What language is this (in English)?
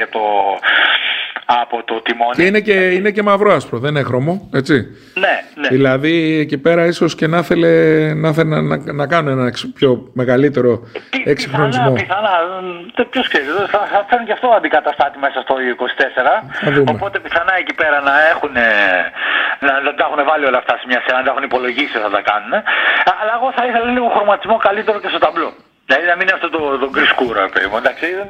Greek